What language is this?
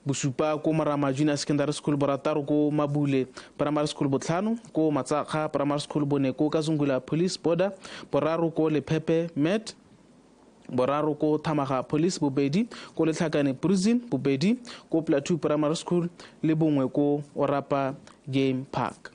Tswana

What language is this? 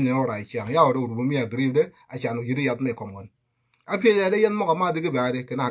Nuer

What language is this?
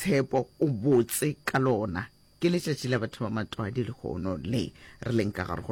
Northern Sotho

